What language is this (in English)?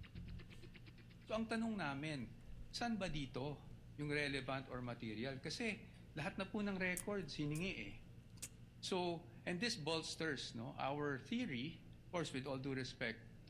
Filipino